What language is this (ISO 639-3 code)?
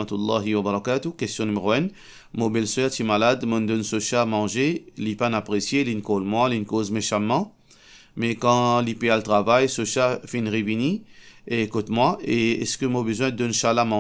mfe